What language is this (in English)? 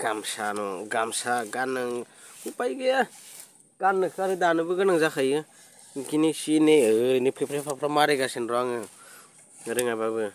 Bodo